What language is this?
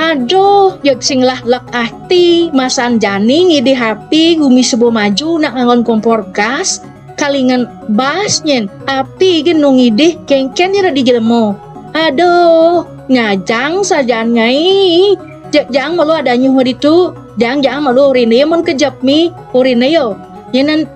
Balinese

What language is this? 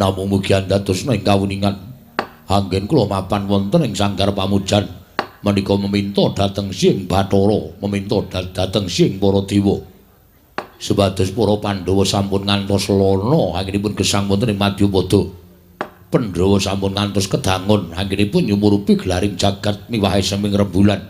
Javanese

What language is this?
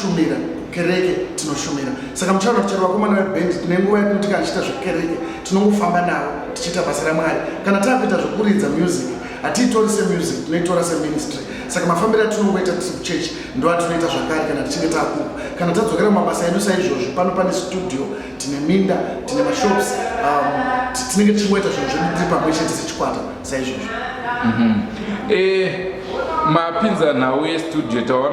Shona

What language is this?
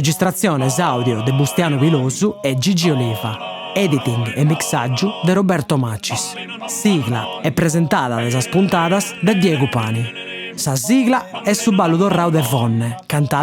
Sardinian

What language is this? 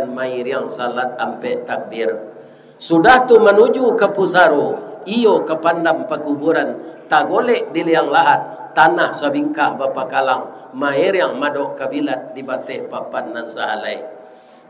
Minangkabau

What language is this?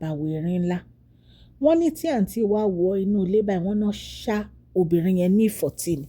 Yoruba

